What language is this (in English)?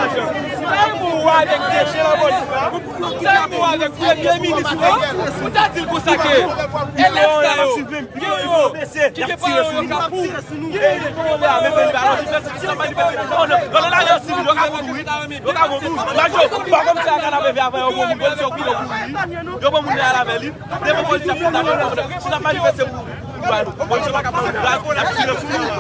Haitian Creole